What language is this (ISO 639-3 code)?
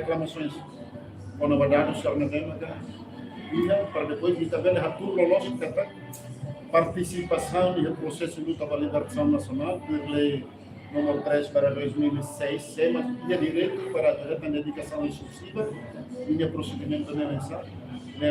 tet